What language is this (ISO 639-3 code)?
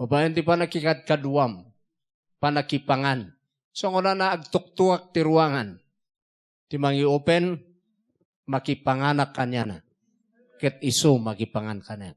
ilo